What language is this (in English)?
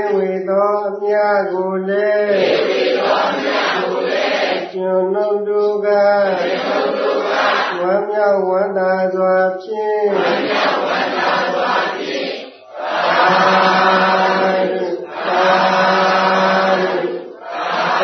Burmese